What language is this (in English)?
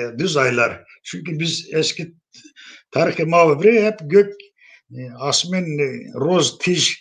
Zaza